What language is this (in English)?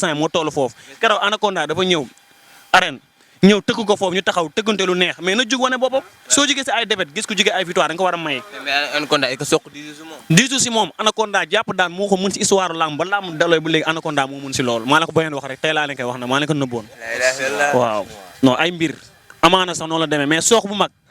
Wolof